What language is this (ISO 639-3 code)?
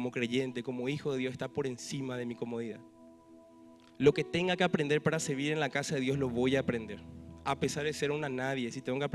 spa